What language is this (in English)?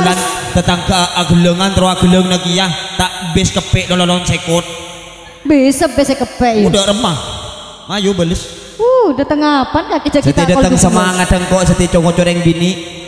Madurese